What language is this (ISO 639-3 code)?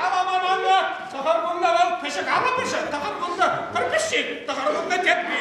chv